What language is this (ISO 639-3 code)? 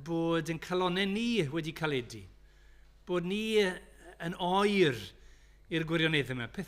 cym